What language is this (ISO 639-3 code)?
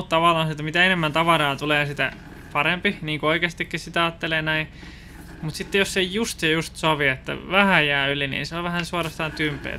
fin